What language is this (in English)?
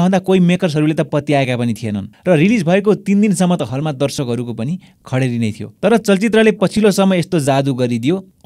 Nepali